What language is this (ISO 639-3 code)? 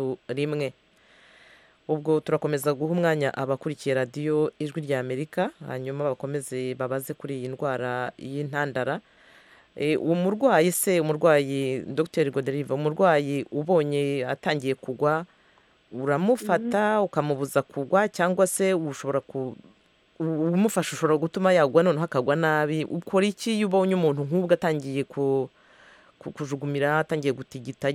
kin